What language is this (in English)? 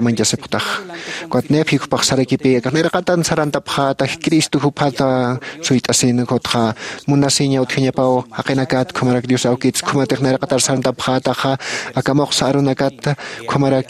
Aymara